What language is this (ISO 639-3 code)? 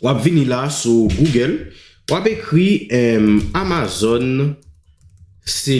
hat